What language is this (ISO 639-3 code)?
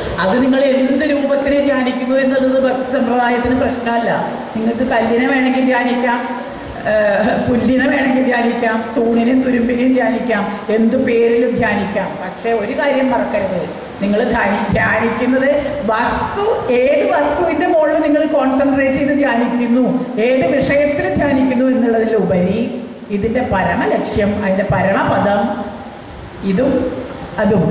mal